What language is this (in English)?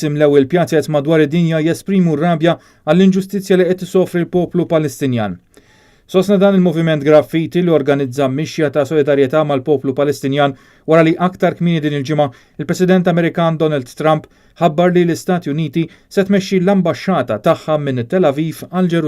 Maltese